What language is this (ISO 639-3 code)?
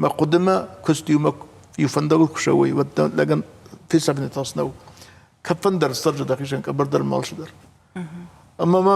oss